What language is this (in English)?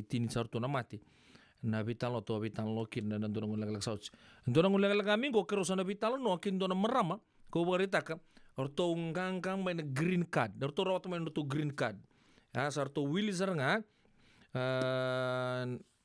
Fijian